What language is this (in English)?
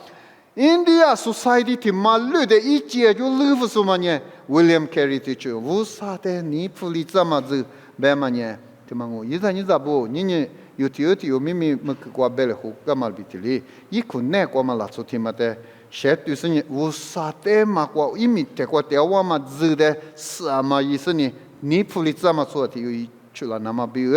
Lisu